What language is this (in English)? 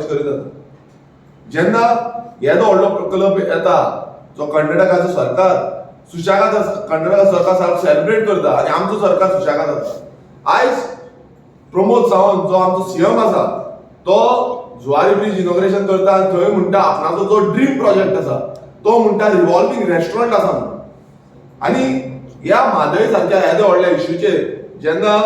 Konkani